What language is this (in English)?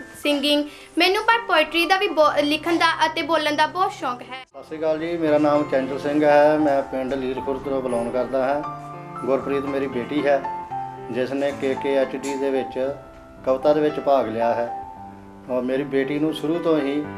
Punjabi